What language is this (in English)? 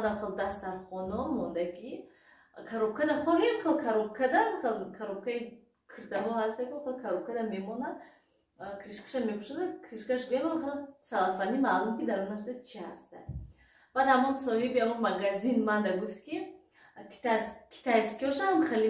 Tajik